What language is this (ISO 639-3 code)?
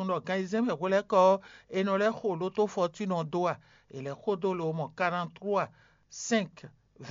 fon